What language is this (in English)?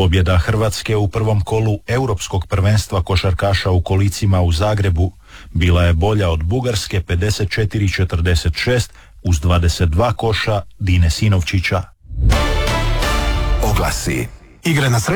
Croatian